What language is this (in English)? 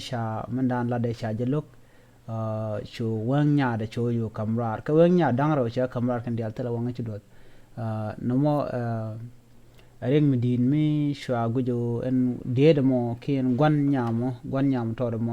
Nuer